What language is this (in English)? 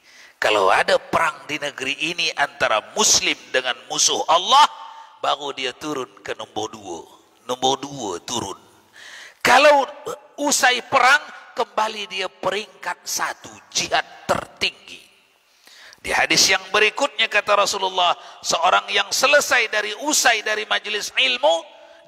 Malay